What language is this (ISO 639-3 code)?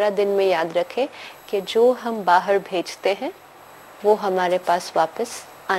hin